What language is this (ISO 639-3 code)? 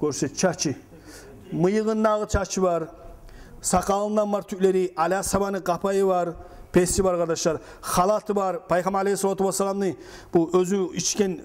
kum